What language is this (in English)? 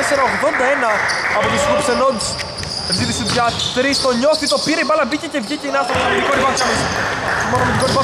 Greek